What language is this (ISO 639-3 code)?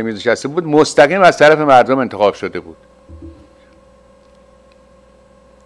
fas